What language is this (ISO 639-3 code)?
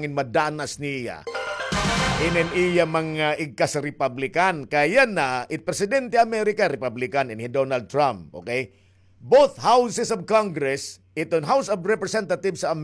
war